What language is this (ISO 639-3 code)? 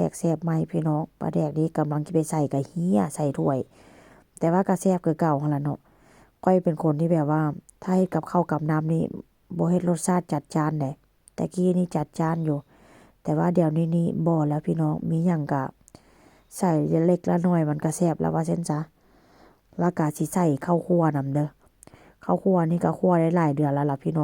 tts